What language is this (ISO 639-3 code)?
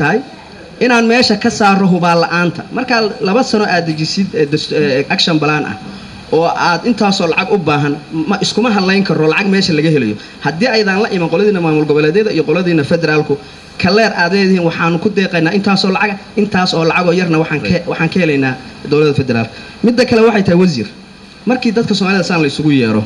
som